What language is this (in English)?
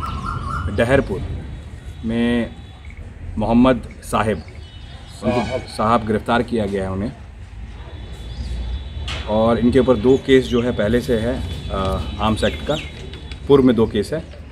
Hindi